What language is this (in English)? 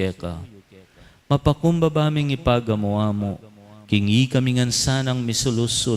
Pampanga